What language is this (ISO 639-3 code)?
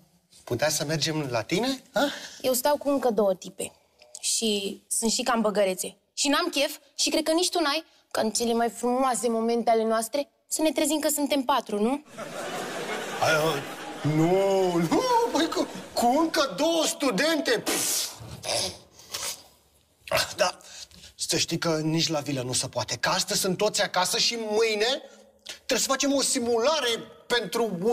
ron